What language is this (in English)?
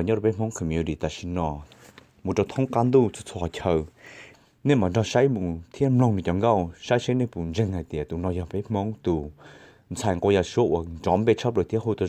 Hmong